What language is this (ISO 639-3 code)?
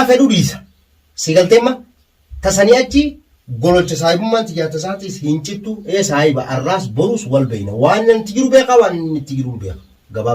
orm